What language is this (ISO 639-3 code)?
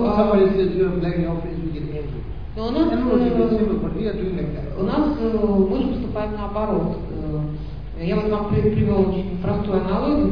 rus